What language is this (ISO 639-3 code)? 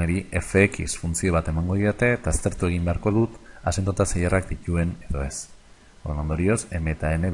eus